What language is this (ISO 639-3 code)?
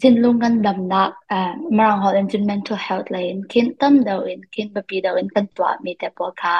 cnh